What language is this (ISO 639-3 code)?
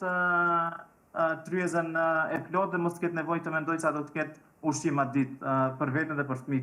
sqi